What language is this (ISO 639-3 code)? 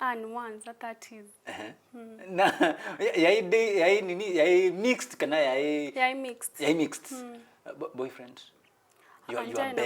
kam